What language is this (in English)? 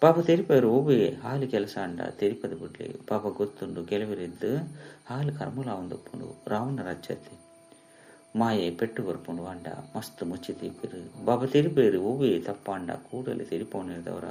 Tulu